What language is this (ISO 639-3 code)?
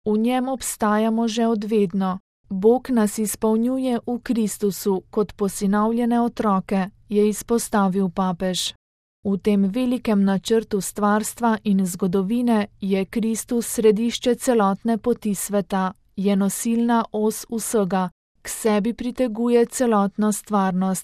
slv